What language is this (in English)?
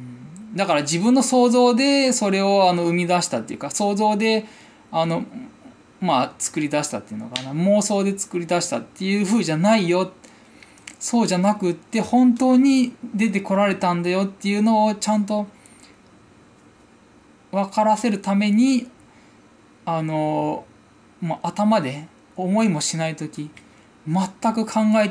Japanese